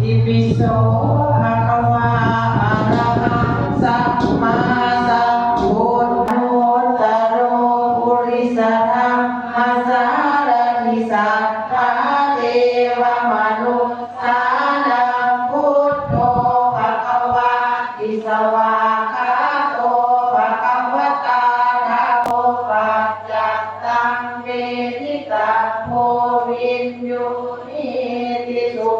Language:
Pali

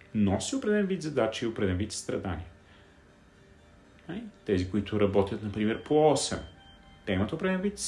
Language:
Bulgarian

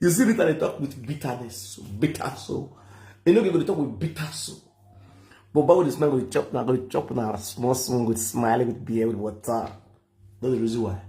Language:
Nigerian Pidgin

